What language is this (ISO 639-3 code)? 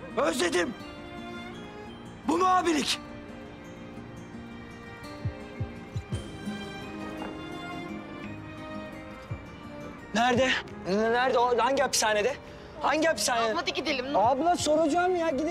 tur